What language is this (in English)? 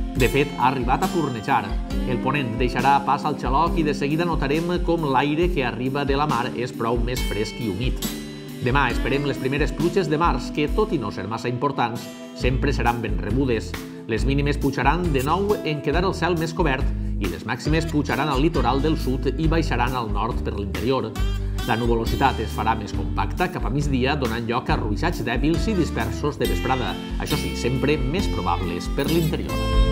Catalan